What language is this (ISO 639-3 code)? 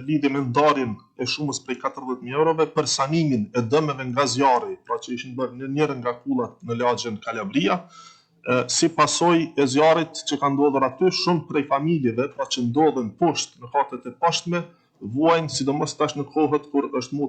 sqi